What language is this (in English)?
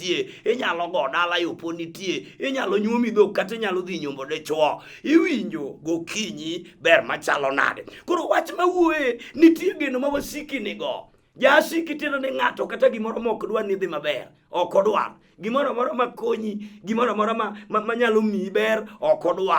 Luo (Kenya and Tanzania)